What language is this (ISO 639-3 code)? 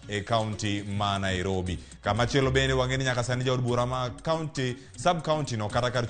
luo